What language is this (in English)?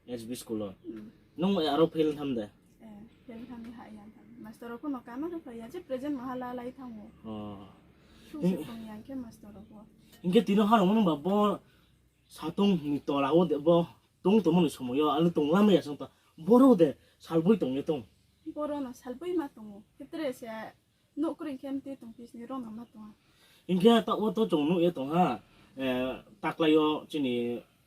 Riang (India)